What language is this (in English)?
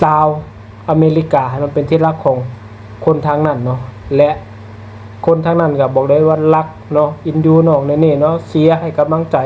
Lao